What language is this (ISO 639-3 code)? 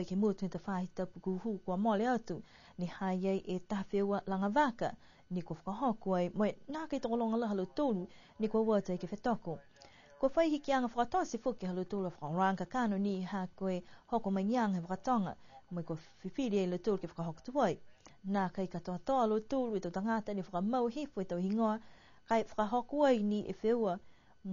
niu